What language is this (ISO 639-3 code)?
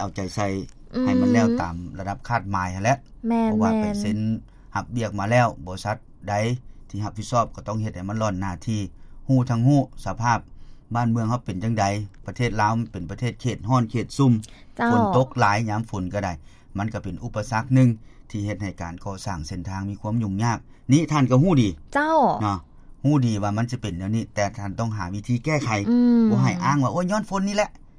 lao